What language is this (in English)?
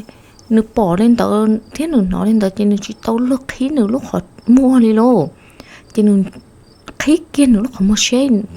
Hmong